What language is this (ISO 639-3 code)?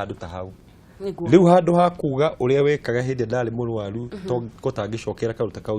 kik